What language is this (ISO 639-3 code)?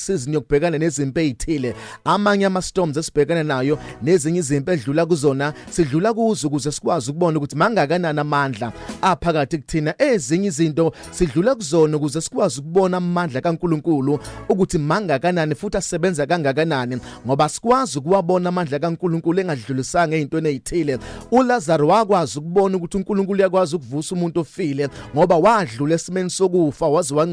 zul